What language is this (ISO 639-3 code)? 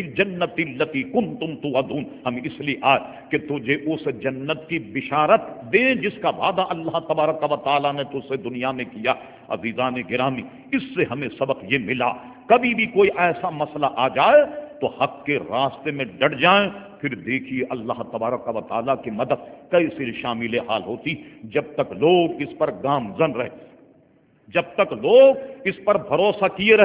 urd